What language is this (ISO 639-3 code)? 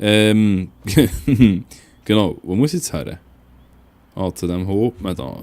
gsw